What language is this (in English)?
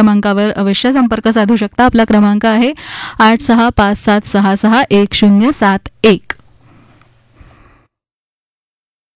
Marathi